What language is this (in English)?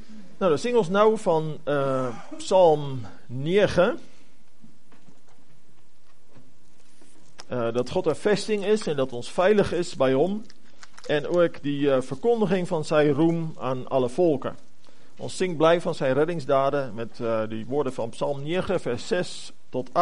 Afrikaans